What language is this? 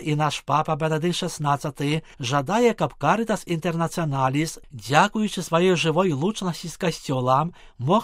Belarusian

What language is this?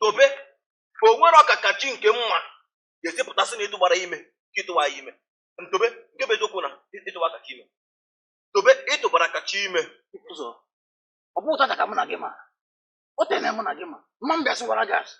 Igbo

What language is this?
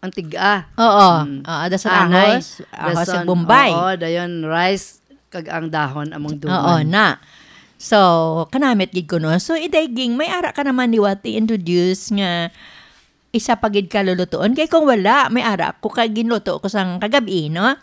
Hiligaynon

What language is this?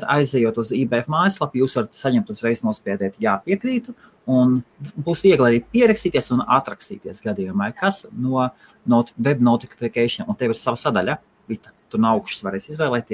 Latvian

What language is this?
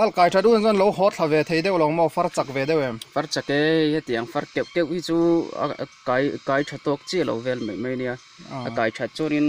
Mizo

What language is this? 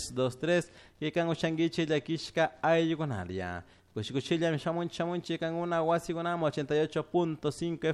Chimborazo Highland Quichua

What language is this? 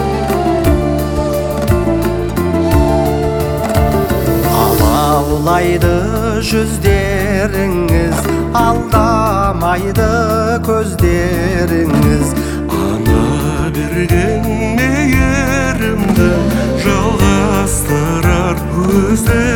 Kazakh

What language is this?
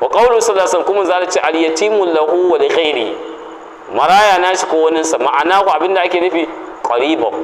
Hausa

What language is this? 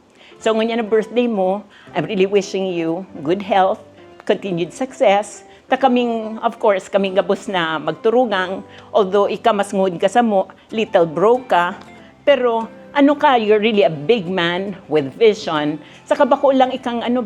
Bikol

